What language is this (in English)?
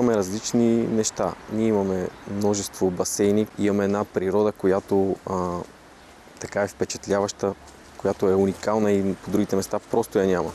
Bulgarian